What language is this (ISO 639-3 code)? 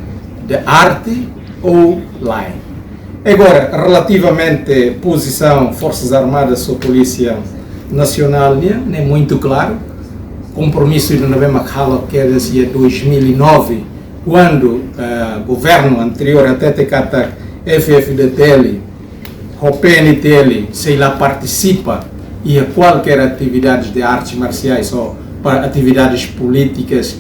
tet